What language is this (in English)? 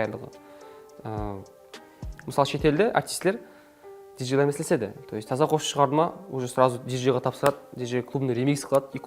Kara-Kalpak